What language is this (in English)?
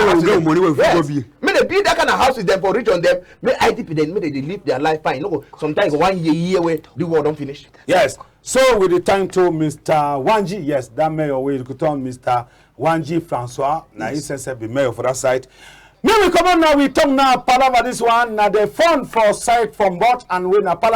Cameroon Pidgin